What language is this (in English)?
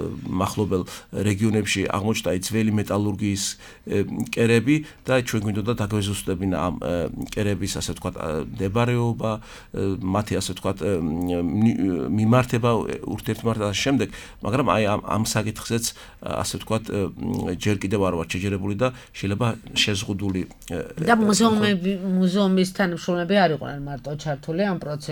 Georgian